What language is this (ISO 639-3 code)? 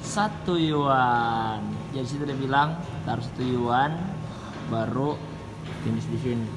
xmm